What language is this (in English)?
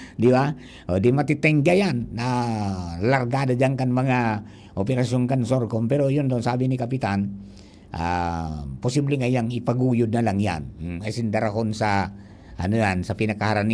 Bikol